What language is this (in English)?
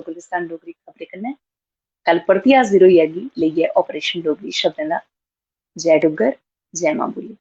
Dogri